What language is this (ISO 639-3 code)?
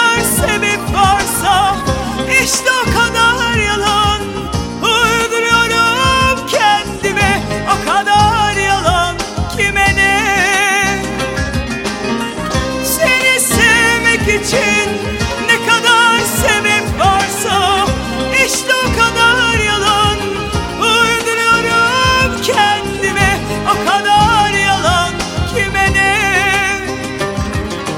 tur